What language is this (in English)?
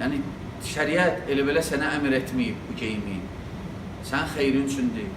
Azerbaijani